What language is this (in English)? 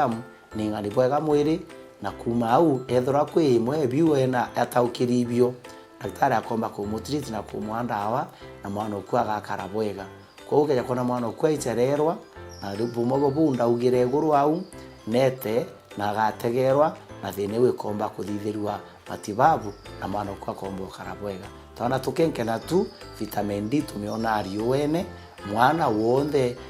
Meru